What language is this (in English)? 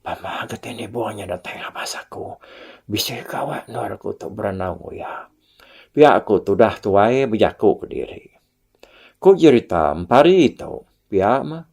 Iban